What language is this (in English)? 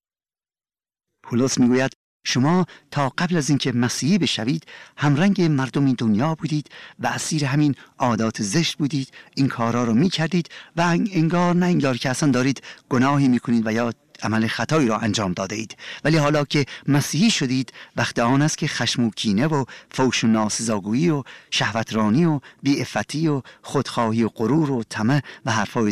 Persian